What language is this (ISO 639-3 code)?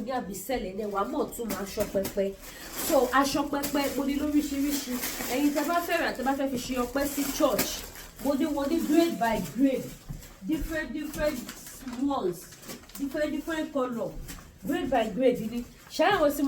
yor